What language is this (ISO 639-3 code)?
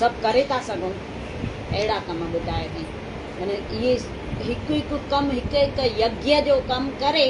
snd